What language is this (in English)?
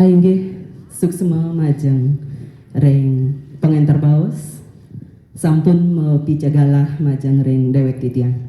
Balinese